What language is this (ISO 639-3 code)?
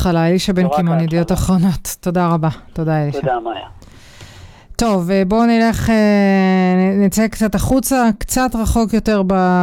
heb